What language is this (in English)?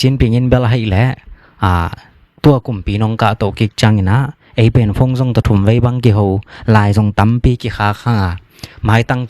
Tedim Chin